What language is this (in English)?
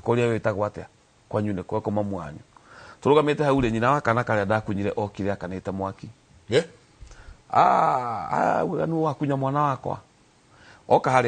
Kikuyu